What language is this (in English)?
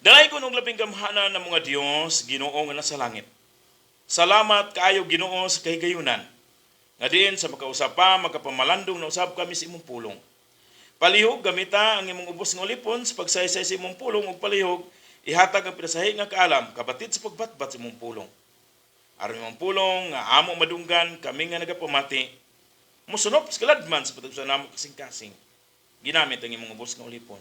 Cebuano